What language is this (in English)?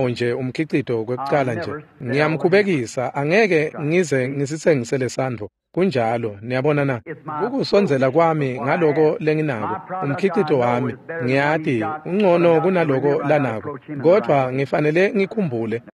Swati